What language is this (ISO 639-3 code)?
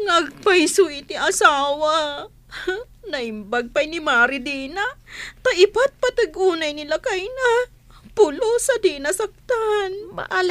ilo